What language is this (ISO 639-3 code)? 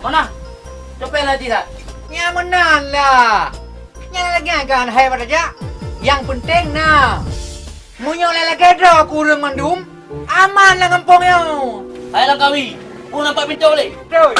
ace